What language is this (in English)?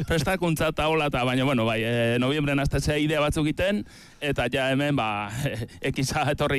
Basque